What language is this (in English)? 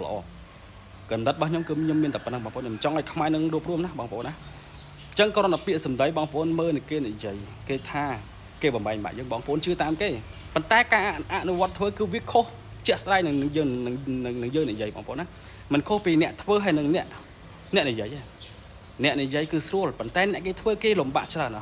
Khmer